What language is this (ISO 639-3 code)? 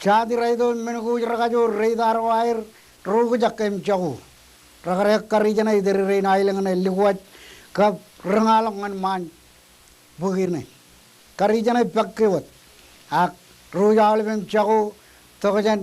mah